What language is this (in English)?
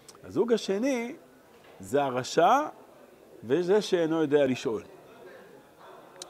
Hebrew